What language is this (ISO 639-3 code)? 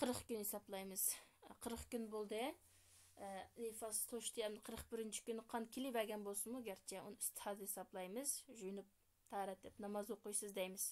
uig